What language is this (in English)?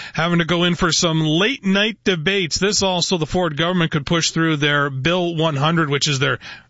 English